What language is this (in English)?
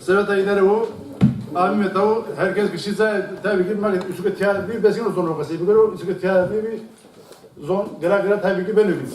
Zaza